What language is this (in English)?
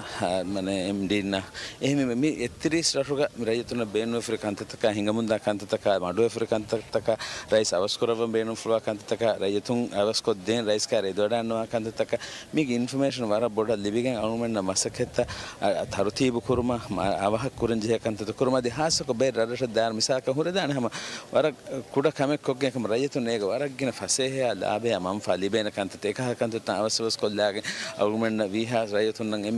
Divehi